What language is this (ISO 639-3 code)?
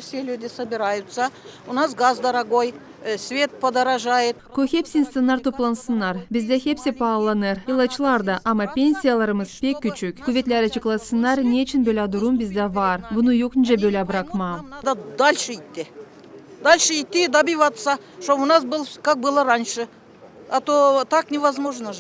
gag